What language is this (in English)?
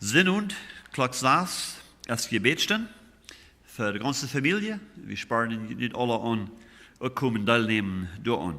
Plautdietsch